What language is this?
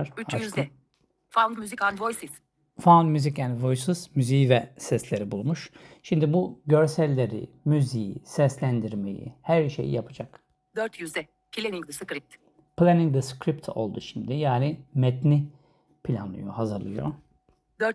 Turkish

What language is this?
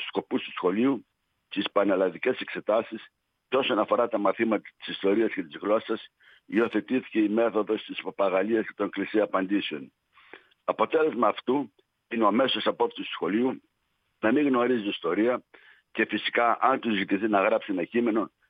Greek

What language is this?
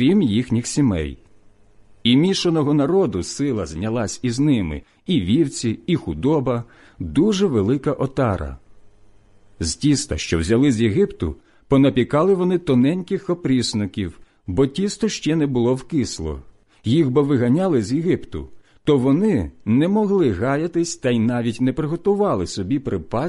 Ukrainian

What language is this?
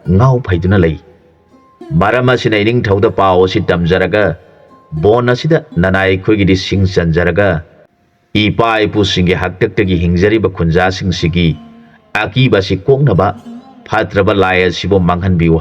Manipuri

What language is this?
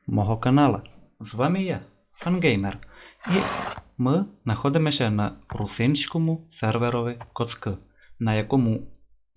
Rusyn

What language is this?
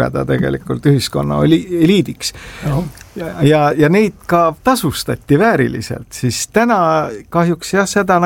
Estonian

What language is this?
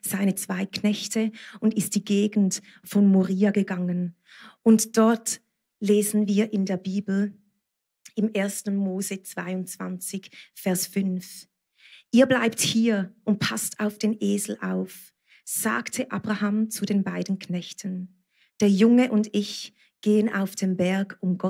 Swiss German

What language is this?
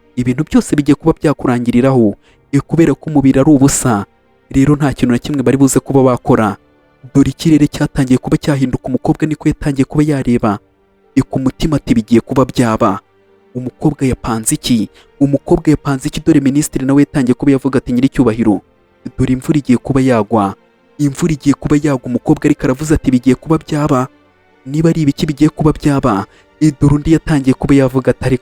Kinyarwanda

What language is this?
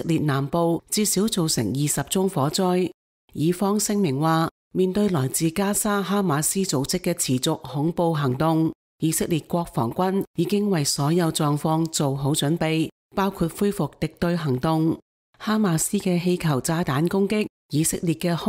Cantonese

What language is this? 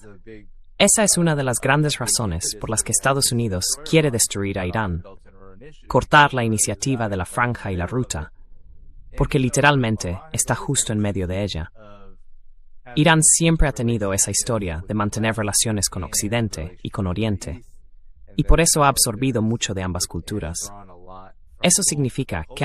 Spanish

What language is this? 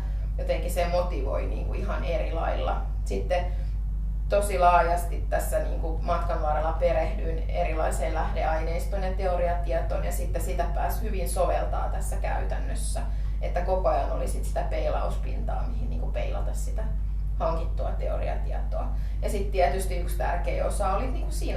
Finnish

